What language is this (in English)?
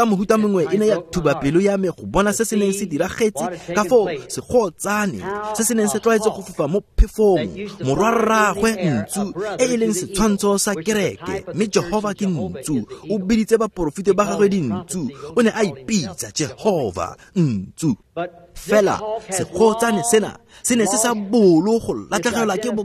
Tswana